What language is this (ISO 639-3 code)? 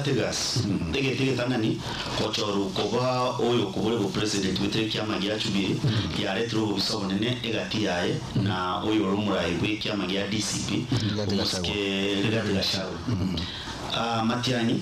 guz